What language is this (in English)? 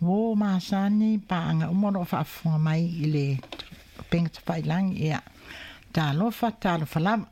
Samoan